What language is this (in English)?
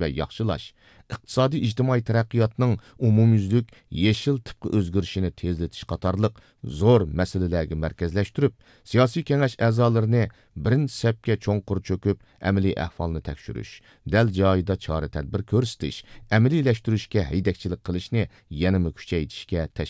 Uyghur